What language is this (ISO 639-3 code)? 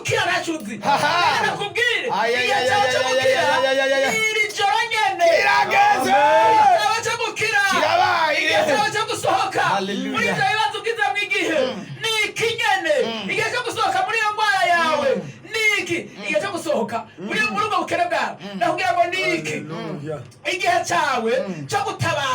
run